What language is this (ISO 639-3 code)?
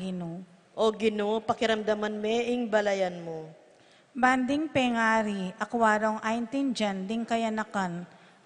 pam